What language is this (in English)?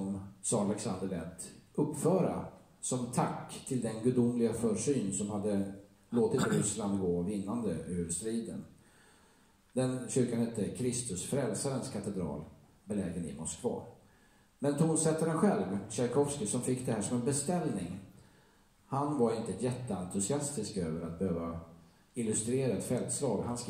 Swedish